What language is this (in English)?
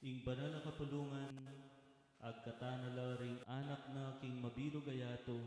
Pampanga